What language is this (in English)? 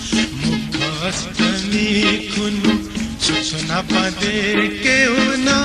Newari